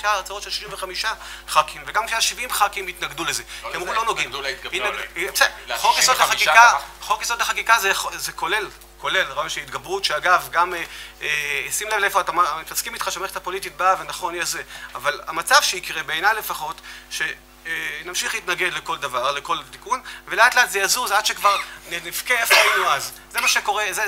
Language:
Hebrew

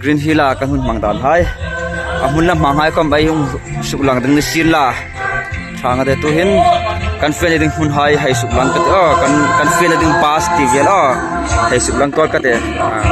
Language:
Hmar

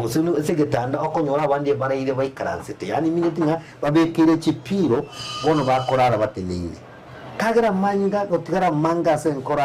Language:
Gusii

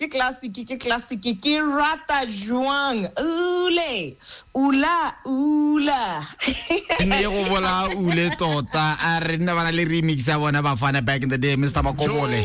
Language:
Tswana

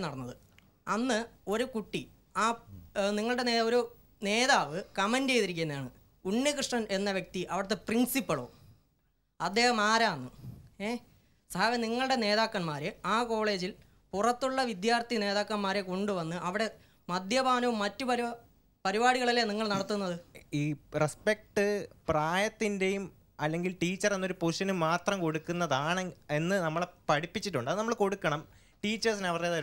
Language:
Malayalam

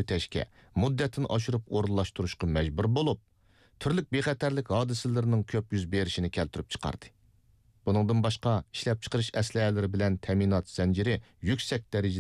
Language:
Uyghur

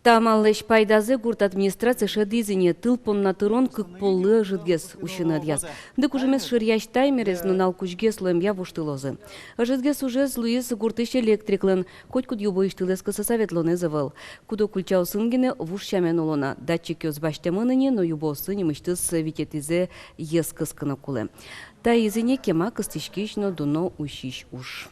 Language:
Udmurt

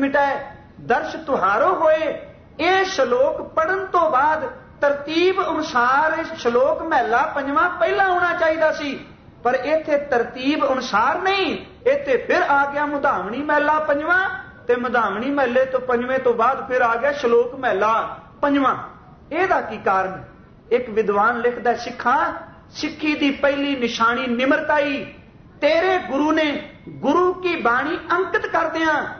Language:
Punjabi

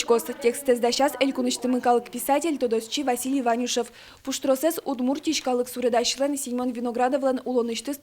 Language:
Udmurt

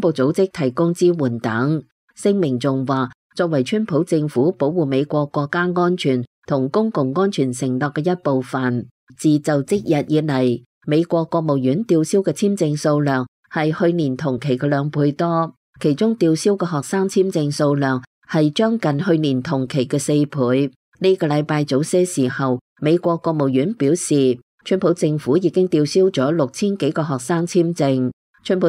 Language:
Cantonese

